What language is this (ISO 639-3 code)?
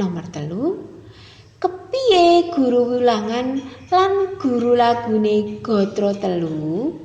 jav